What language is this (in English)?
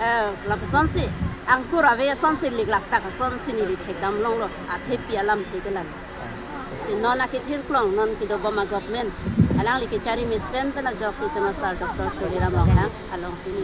Karbi